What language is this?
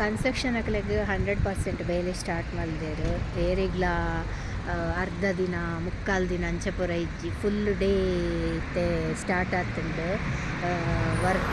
Tulu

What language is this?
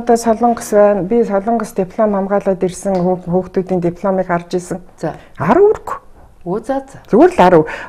Mongolian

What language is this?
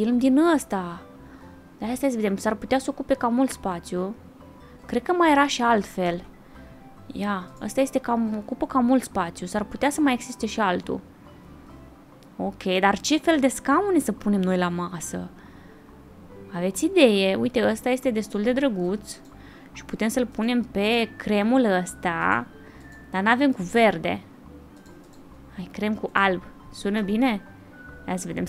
Romanian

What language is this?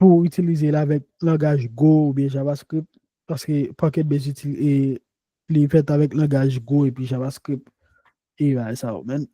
Haitian Creole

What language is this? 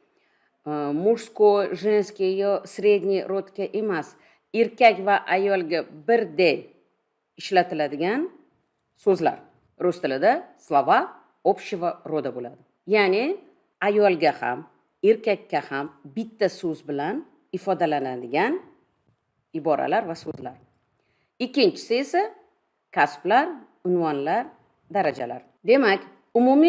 Uzbek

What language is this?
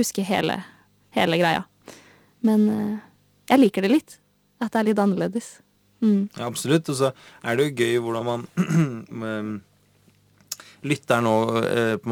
Norwegian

